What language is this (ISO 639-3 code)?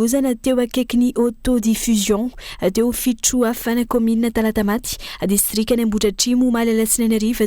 mlg